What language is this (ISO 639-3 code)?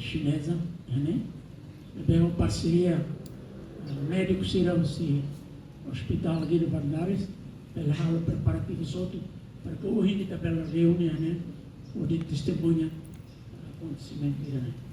tet